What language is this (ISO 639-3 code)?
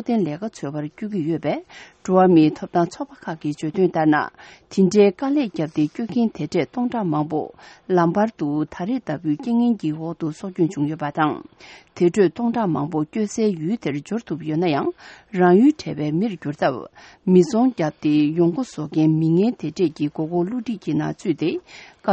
bod